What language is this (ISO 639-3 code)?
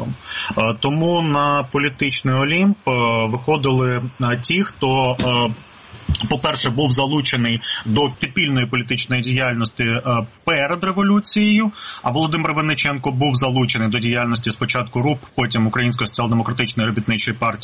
ukr